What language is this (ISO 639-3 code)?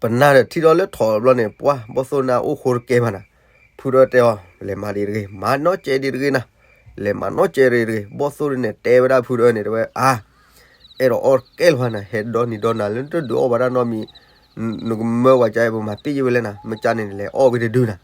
ksw